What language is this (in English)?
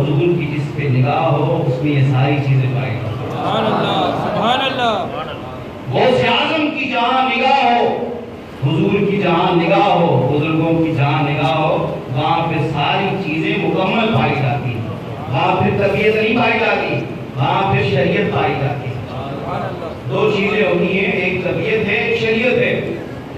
Urdu